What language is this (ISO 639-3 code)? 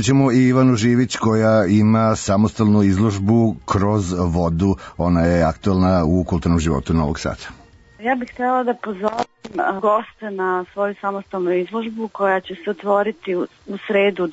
srp